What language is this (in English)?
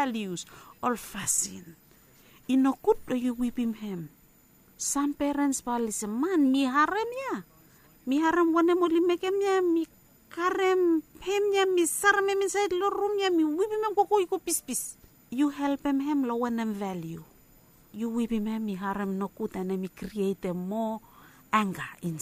Bislama